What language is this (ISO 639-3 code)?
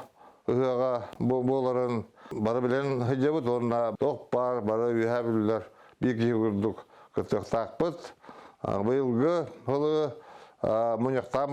sah